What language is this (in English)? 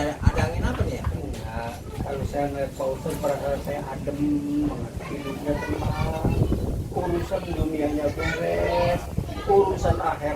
Betawi